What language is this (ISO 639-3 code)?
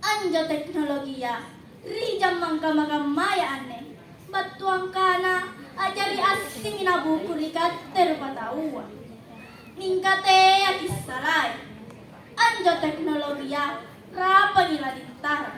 mak